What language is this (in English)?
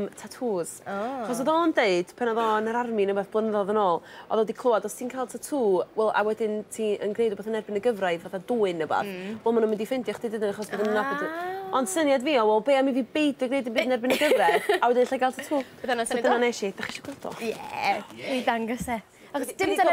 Welsh